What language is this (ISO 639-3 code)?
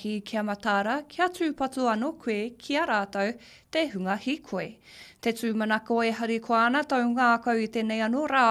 mri